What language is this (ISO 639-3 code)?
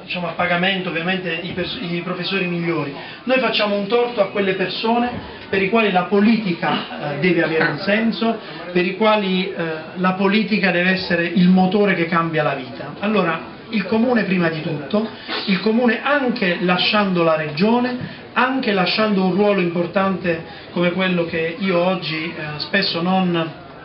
ita